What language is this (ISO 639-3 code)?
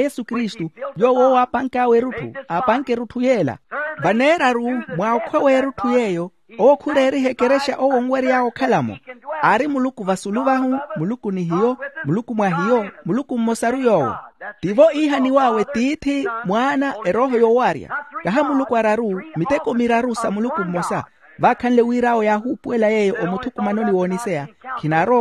vmw